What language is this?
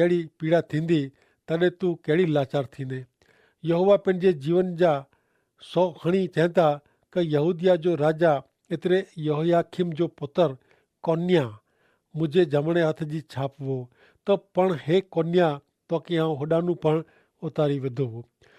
Kachhi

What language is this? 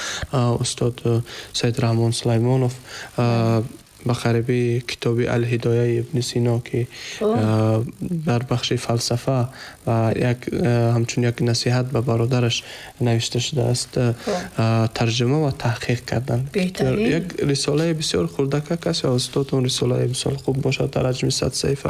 Tajik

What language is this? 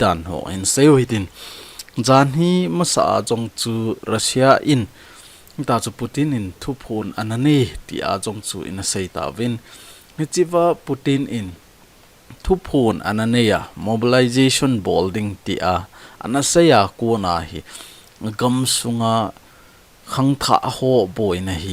Thado Chin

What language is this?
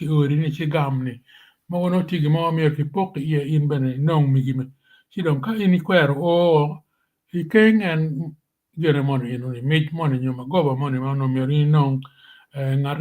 Acoli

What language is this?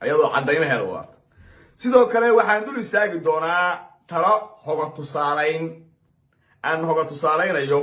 Somali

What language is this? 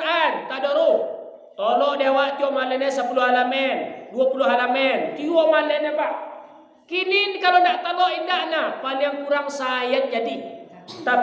Minangkabau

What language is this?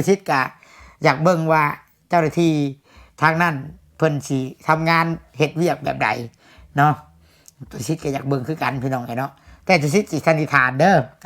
Lao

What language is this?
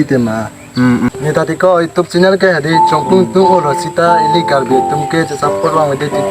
Karbi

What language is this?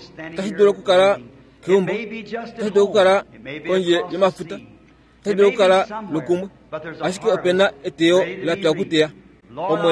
Kuanyama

